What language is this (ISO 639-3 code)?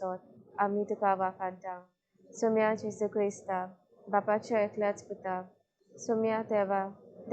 kok